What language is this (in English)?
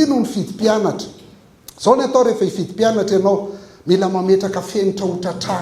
Malagasy